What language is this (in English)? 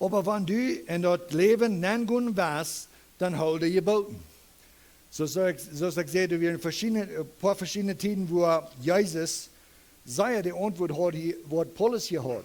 Plautdietsch